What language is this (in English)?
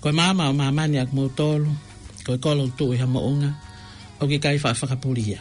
Tongan